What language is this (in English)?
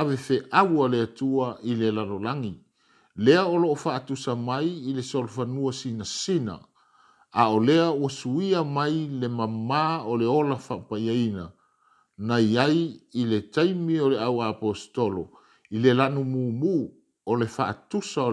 Samoan